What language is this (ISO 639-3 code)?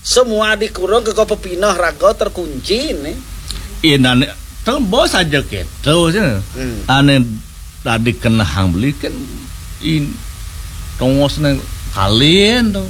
ban